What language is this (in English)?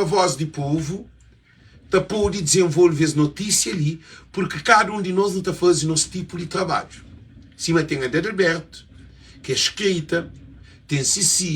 Kabuverdianu